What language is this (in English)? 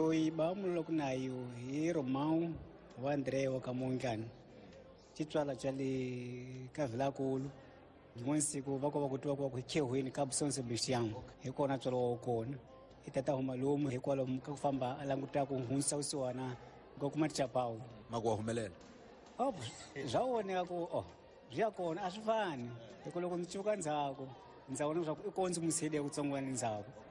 Tsonga